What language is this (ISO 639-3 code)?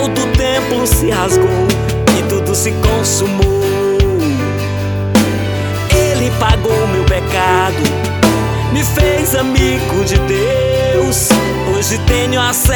por